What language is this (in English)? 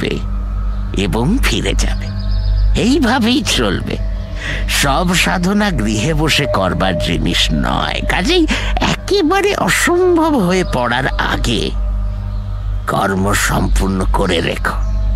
Bangla